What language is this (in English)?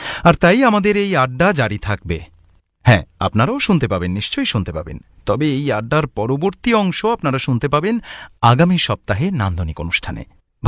Bangla